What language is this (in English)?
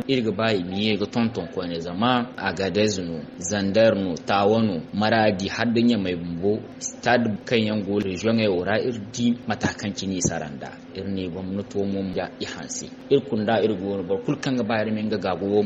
Zarma